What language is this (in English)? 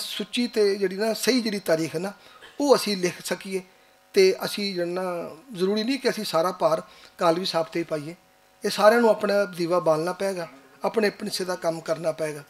Western Panjabi